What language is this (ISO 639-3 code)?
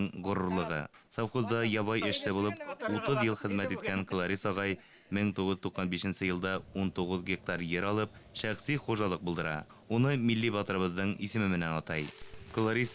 bak